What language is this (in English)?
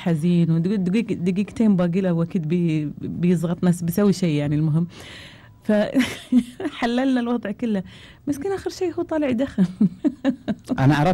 Gulf Arabic